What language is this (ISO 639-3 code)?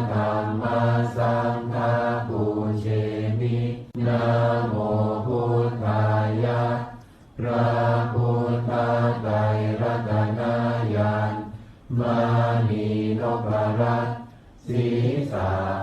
pli